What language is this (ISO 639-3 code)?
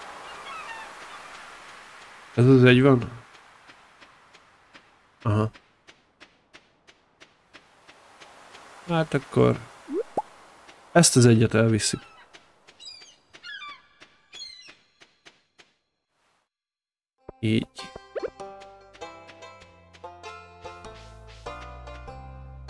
hun